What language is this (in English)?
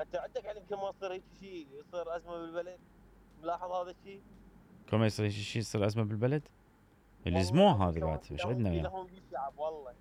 Mesopotamian Arabic